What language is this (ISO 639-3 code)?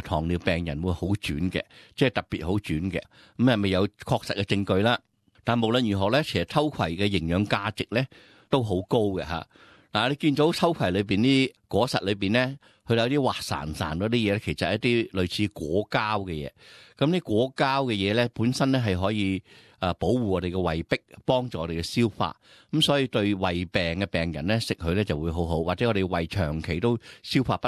yue